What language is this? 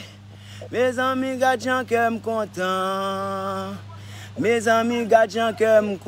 Haitian Creole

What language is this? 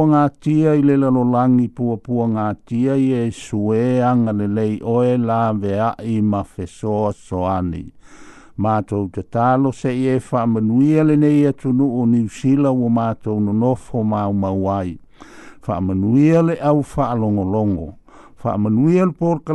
Samoan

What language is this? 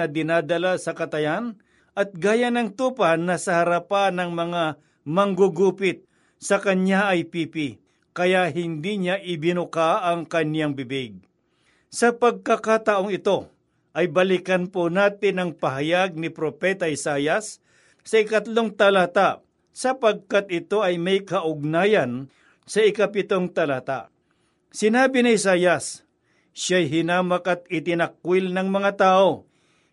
Filipino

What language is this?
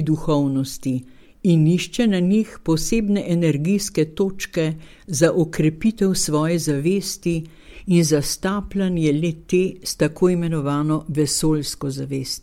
Slovenian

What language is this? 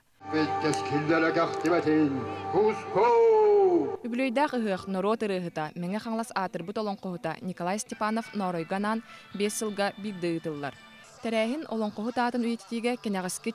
Yakut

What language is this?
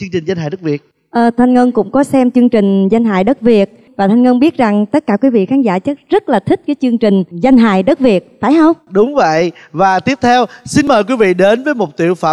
Vietnamese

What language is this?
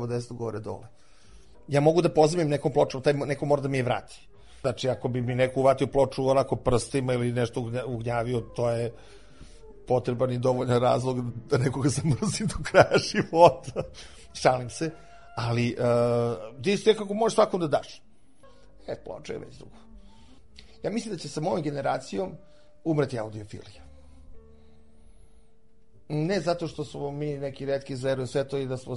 Serbian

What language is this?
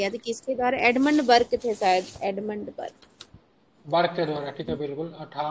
Hindi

